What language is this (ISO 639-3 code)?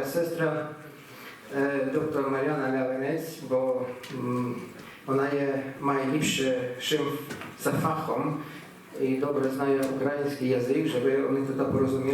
rue